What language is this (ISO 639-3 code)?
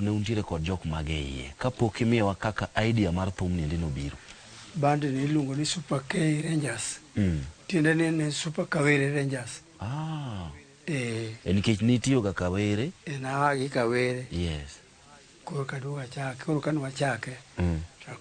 luo